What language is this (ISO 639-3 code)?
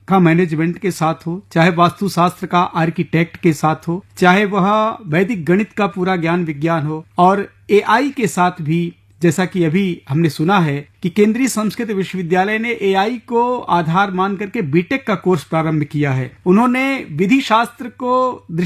hin